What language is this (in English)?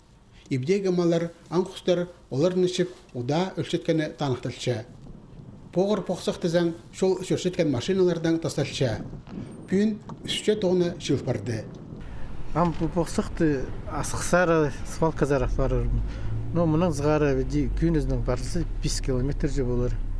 Khakas